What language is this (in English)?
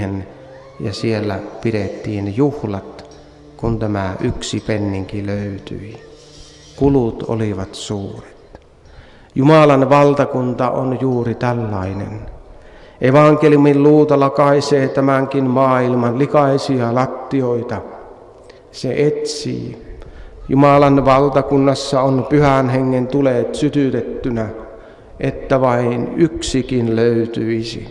Finnish